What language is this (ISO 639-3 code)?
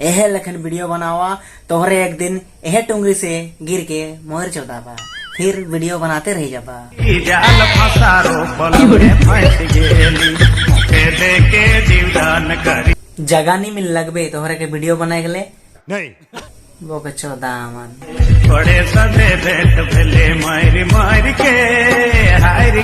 sck